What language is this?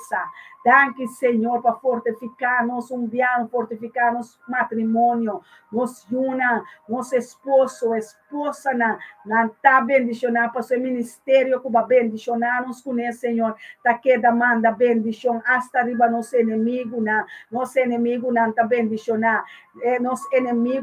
Papiamento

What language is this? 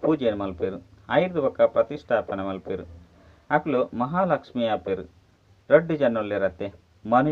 Tulu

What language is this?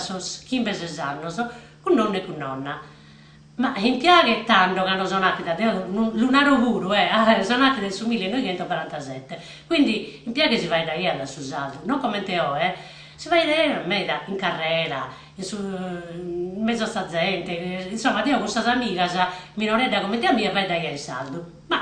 Sardinian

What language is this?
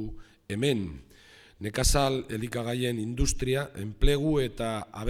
Basque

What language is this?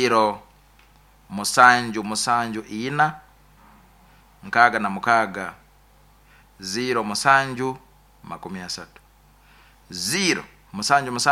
Nyoro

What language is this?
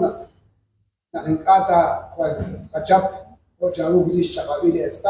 Kekchí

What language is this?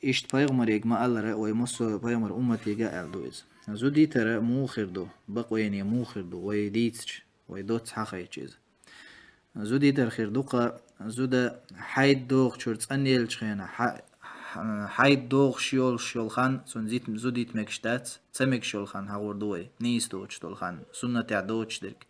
Chechen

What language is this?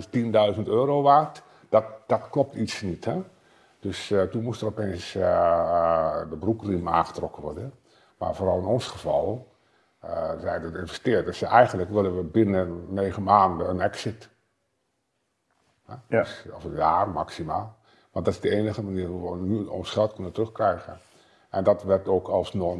Dutch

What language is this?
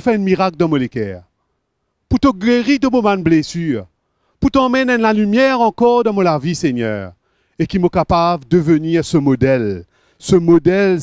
Morisyen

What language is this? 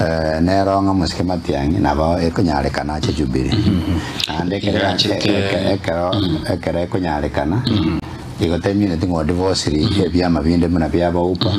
Gusii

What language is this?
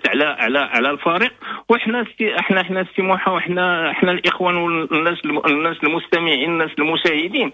Moroccan Arabic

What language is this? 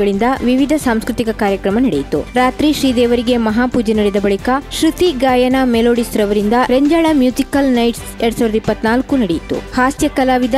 Kannada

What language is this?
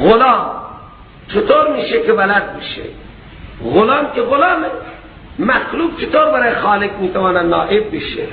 Persian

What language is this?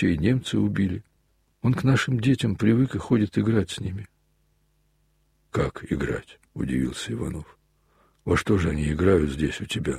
Russian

